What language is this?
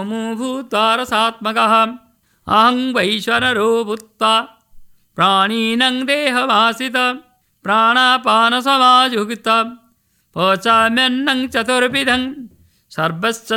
Sanskrit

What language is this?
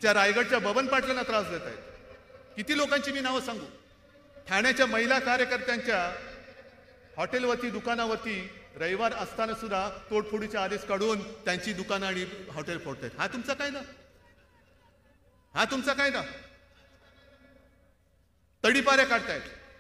Marathi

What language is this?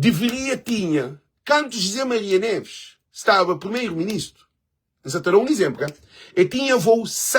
Kabuverdianu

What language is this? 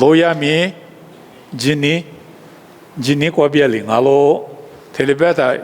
Lisu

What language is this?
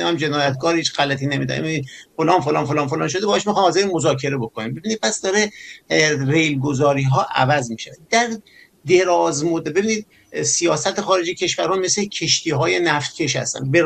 Persian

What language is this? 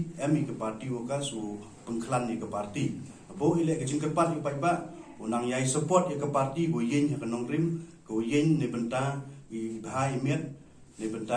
Pnar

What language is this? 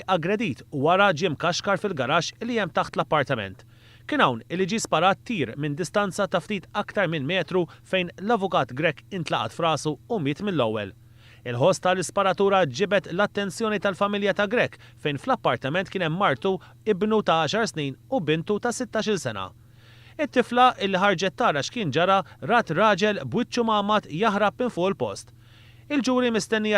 Maltese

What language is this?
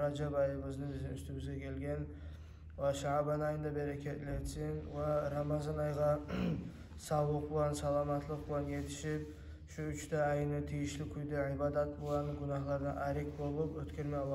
Kumyk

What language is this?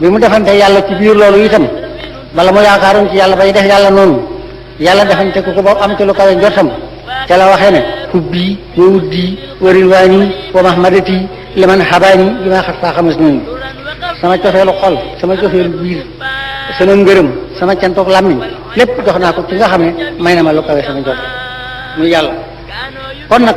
Wolof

